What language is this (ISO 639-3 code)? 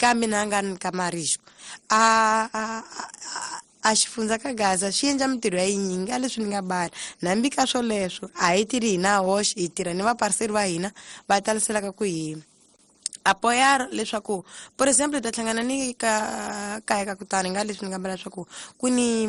tso